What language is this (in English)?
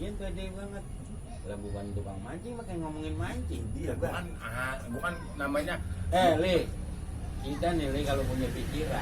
Betawi